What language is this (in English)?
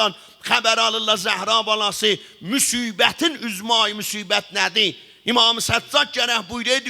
South Azerbaijani